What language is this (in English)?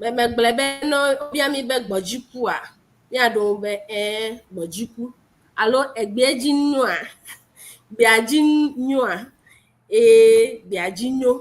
Ewe